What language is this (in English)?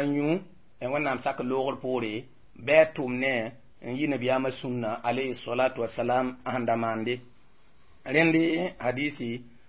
Mossi